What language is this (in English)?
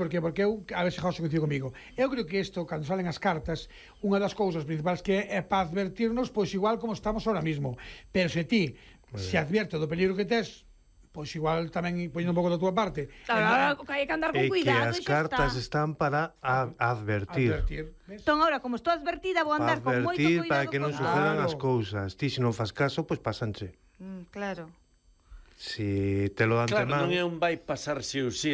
Galician